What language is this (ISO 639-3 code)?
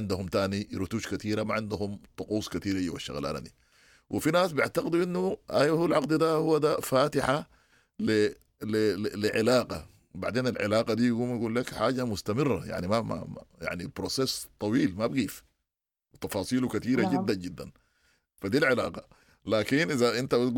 apd